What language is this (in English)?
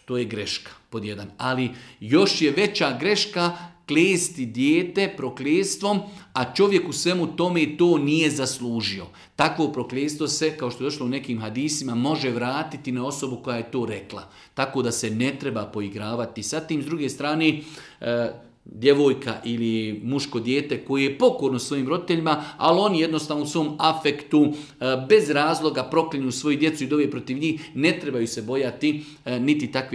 Bosnian